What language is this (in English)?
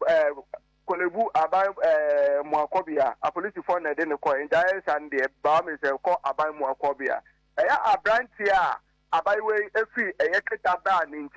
Akan